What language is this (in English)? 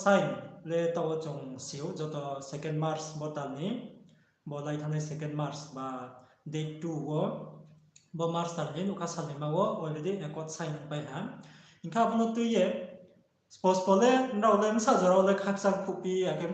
Riang (India)